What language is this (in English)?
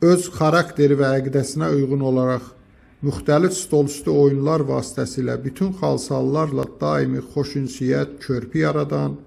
Azerbaijani